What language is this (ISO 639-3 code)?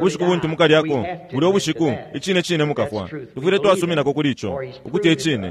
bem